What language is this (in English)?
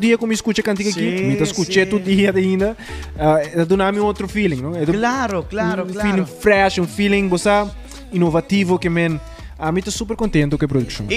Papiamento